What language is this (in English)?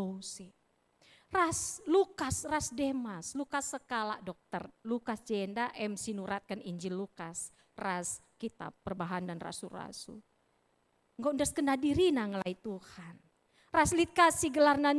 Batak Karo